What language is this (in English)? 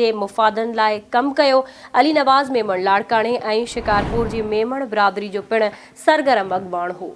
Sindhi